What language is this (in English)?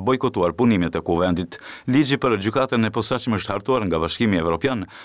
Albanian